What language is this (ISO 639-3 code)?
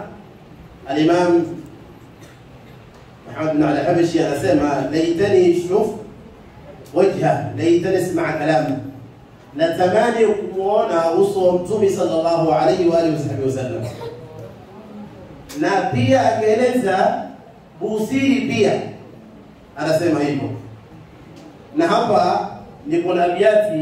swa